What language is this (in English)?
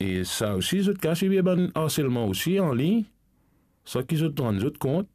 Morisyen